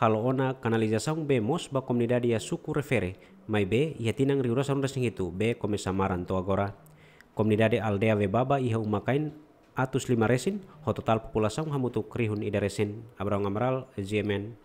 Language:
Tetum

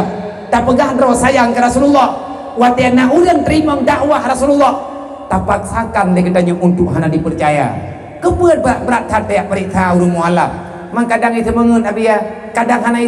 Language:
Achinese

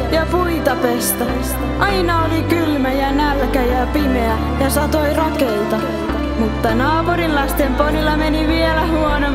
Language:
Finnish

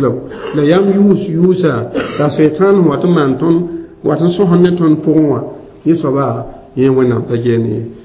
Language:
Mossi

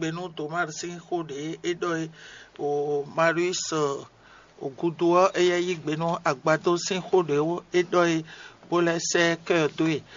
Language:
Fon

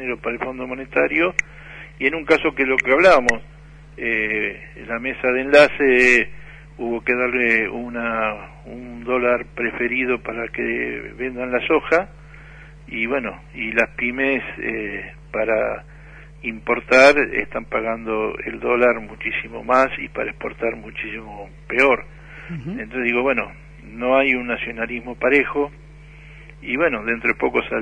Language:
Spanish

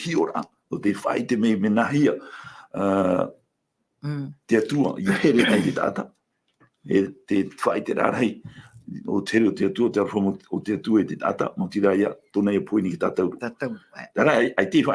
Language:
Tahitian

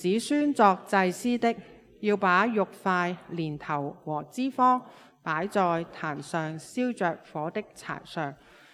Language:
Cantonese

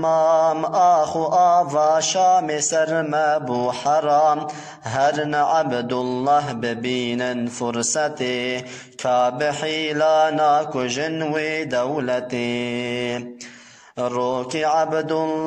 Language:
Kurdish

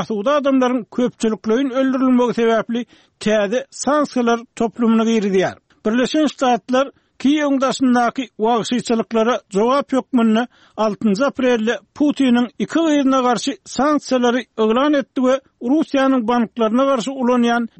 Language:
Turkmen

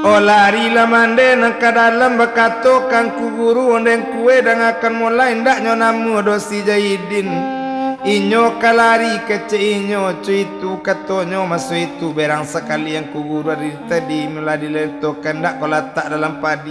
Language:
Minangkabau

